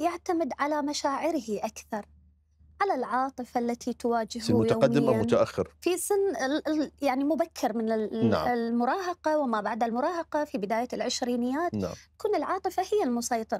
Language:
Mesopotamian Arabic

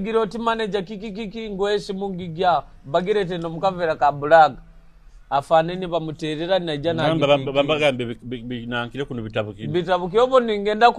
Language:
Nyoro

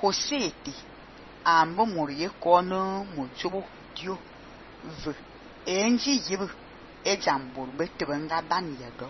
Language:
Fang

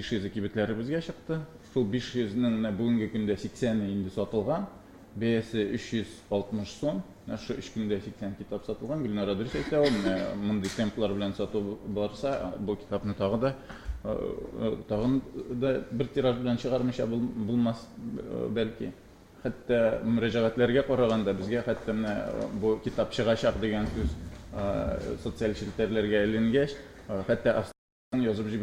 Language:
Tatar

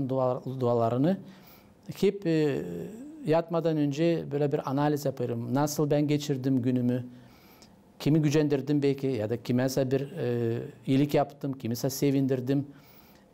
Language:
Gagauz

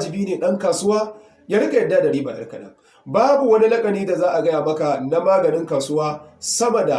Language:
Hausa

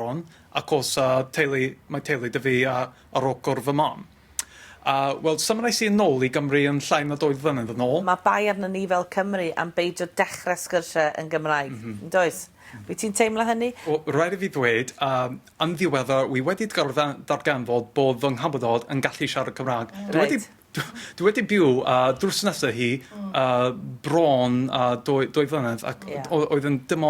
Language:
Welsh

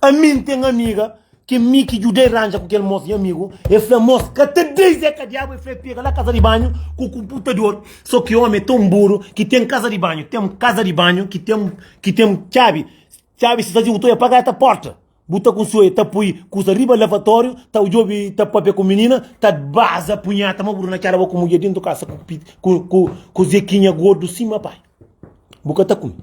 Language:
Kabuverdianu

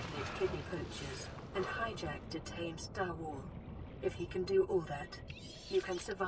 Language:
English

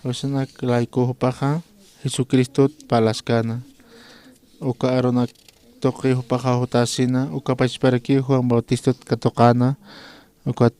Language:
Aymara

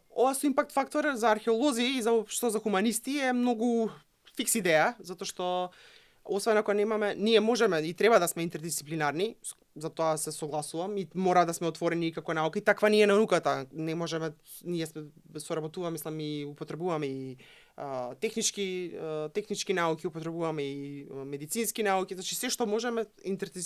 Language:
Macedonian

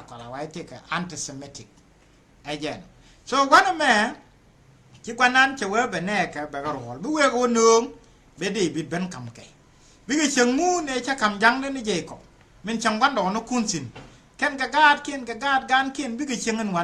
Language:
Nuer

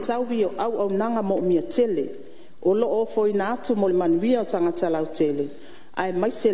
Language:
Samoan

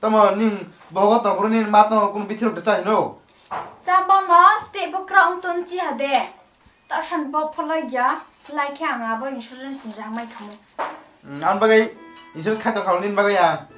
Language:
Kok Borok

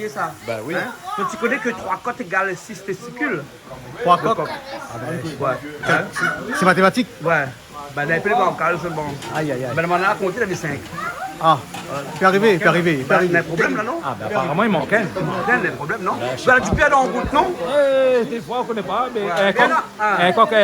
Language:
Réunion Creole French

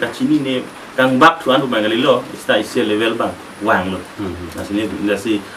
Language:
Karbi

